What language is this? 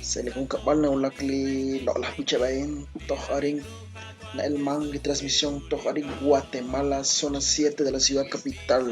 Kekchí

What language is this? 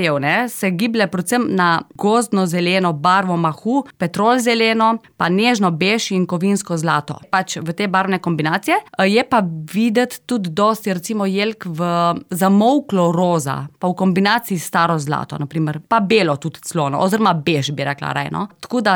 Slovenian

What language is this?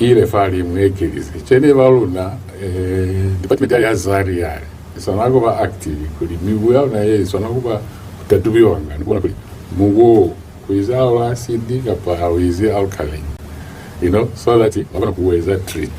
Lozi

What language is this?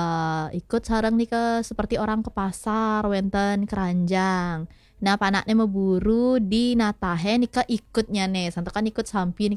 Balinese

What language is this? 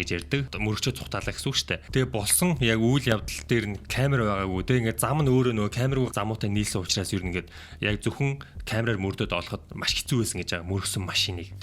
Mongolian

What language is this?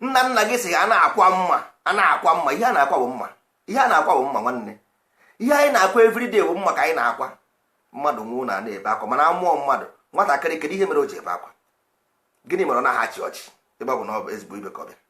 Igbo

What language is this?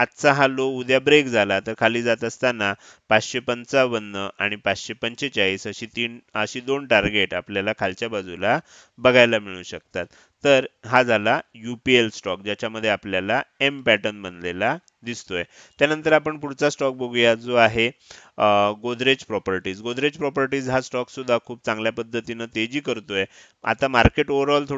Marathi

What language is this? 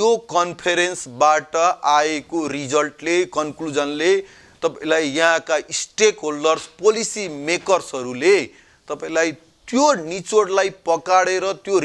Nepali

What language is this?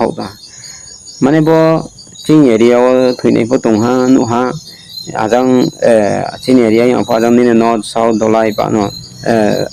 Riang (India)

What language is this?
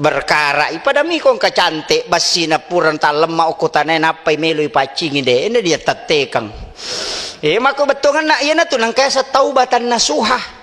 Buginese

